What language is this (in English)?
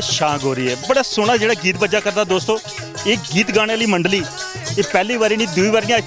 Dogri